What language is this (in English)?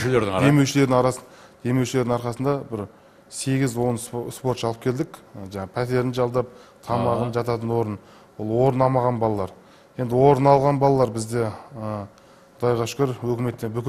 Kazakh